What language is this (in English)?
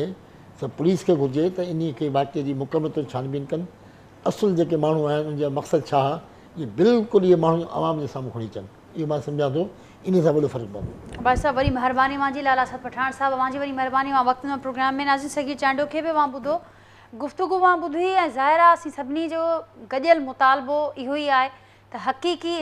Sindhi